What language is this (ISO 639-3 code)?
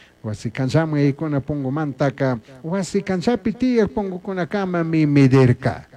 qug